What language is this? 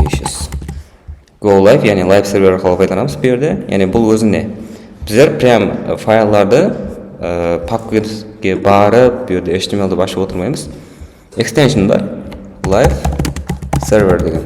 Kara-Kalpak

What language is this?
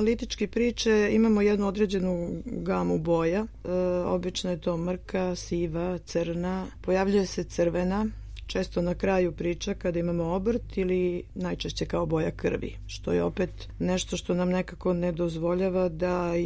Serbian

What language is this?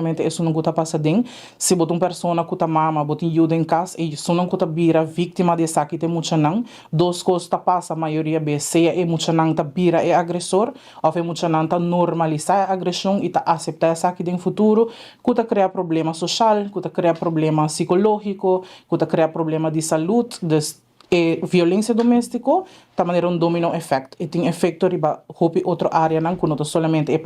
Papiamento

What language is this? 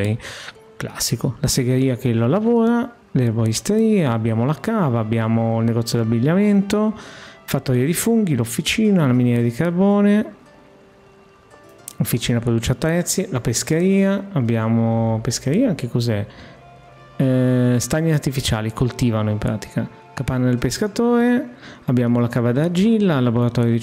Italian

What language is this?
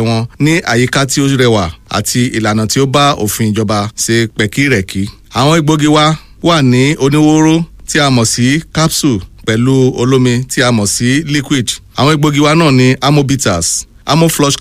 Yoruba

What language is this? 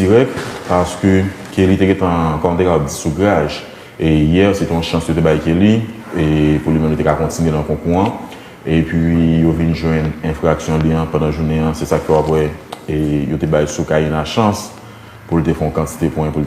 Haitian Creole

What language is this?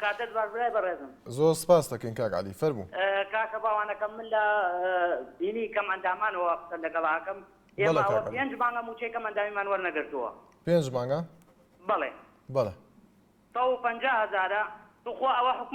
Central Kurdish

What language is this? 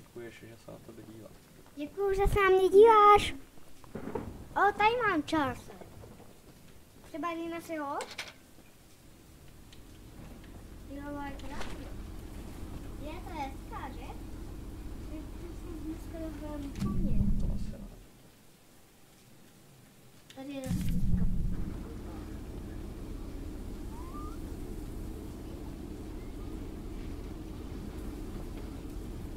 Czech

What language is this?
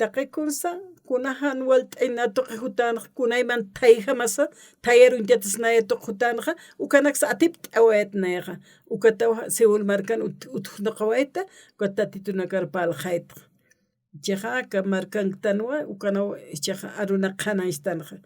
Aymara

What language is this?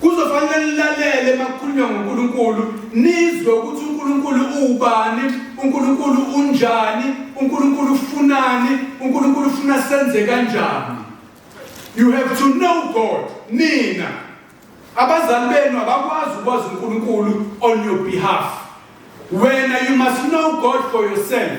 Zulu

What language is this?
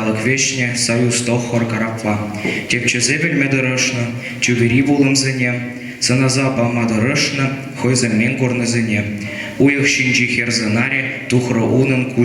Chuvash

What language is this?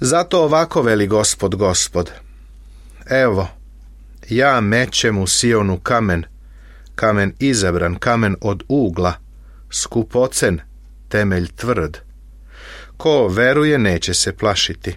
Serbian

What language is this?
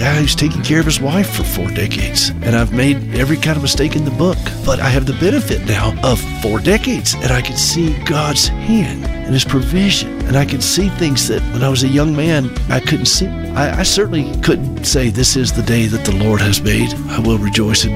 English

